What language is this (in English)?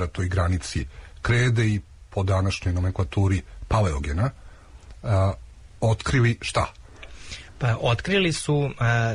Serbian